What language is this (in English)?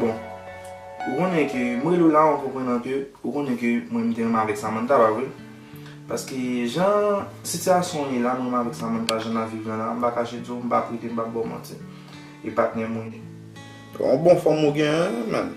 Haitian Creole